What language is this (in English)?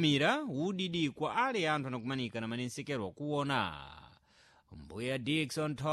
Sena